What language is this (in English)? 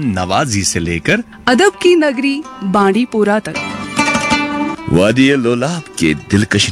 Hindi